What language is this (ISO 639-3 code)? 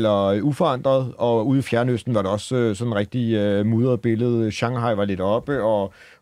dan